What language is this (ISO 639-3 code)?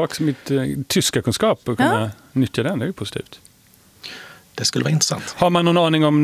swe